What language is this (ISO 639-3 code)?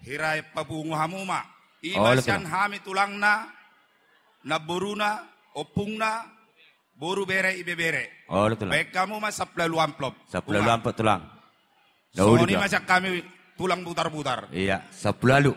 bbc